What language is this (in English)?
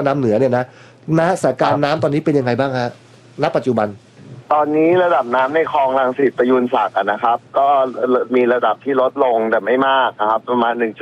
Thai